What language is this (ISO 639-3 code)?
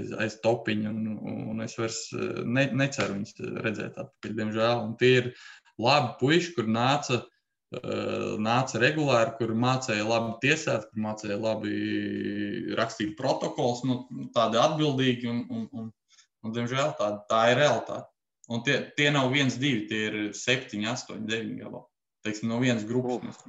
lav